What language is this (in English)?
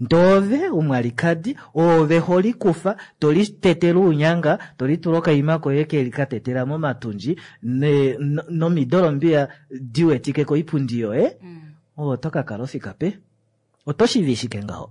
Kuanyama